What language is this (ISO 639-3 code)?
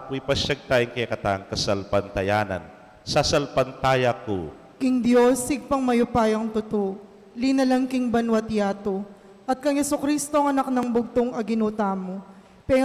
pam